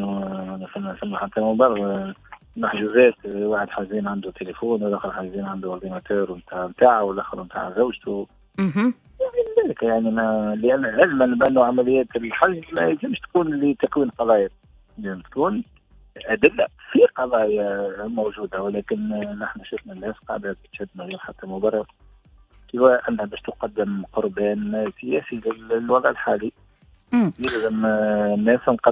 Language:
Tunisian Arabic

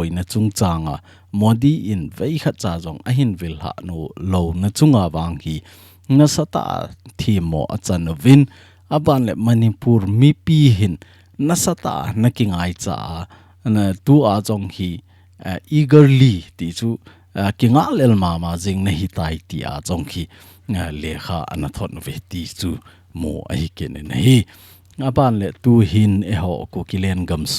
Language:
Thado Chin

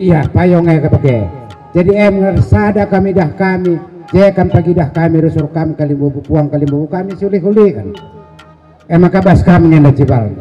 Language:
Batak Karo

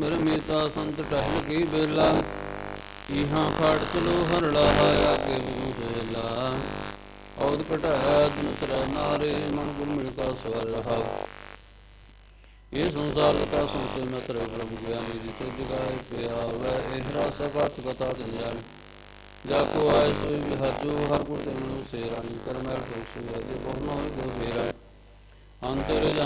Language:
Punjabi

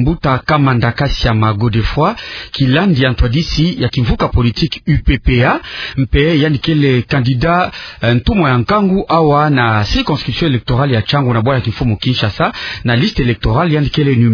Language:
Kituba (Democratic Republic of Congo)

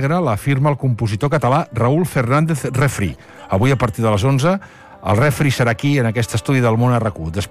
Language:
Catalan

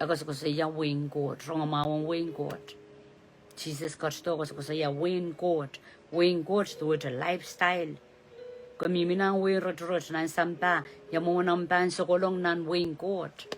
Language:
Pohnpeian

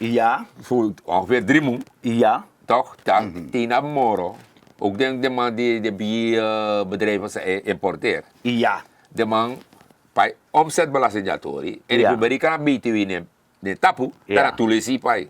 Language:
Sranan Tongo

